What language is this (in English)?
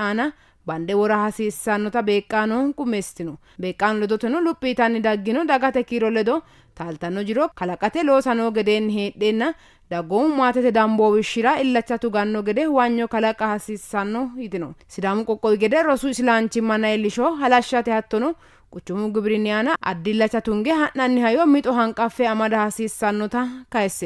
Sidamo